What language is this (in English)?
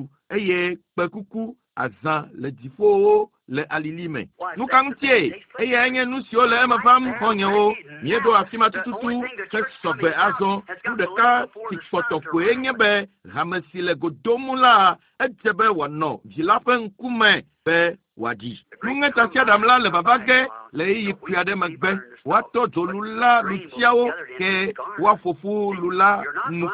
Ewe